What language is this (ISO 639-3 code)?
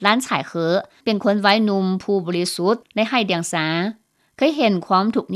lao